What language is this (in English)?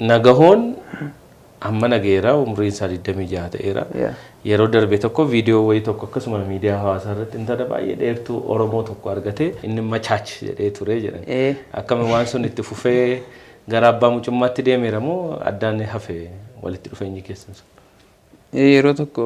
Oromo